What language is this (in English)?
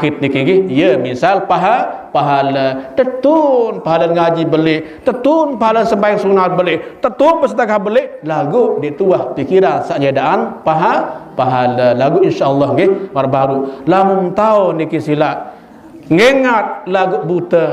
Sasak